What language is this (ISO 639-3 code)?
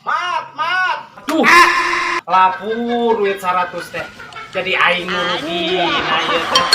sun